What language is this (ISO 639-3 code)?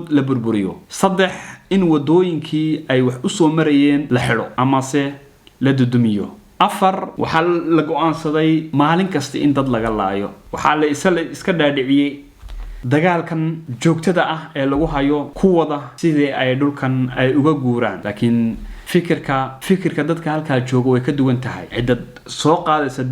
som